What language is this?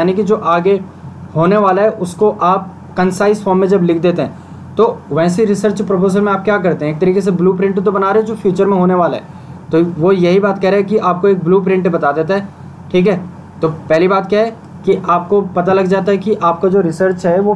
Hindi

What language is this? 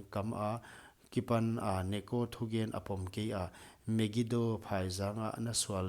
Paite Chin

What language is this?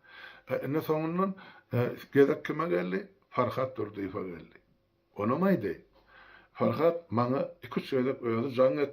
Turkmen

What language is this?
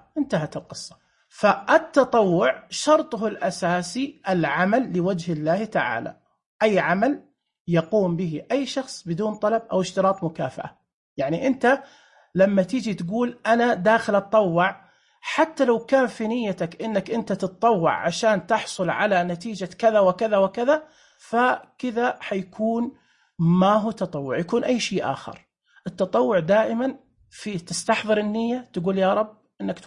Najdi Arabic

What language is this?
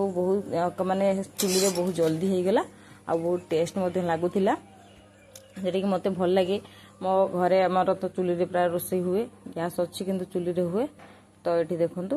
Odia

